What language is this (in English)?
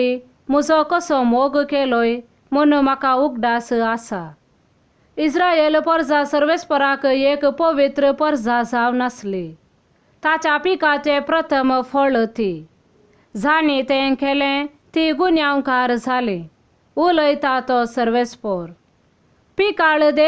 Konkani